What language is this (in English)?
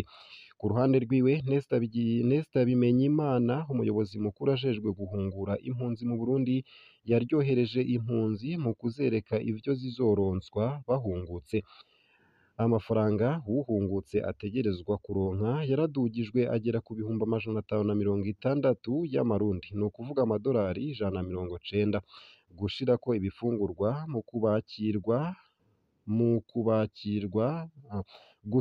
Rundi